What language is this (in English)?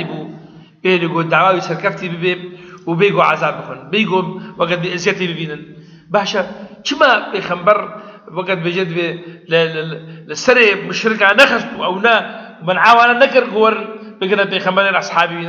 Kurdish